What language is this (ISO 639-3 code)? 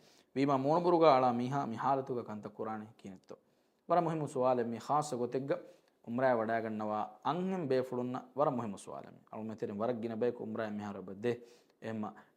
div